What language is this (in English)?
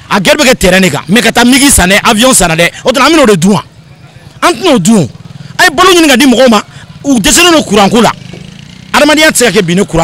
Bambara